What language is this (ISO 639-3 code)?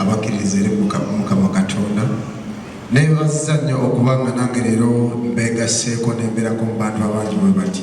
lug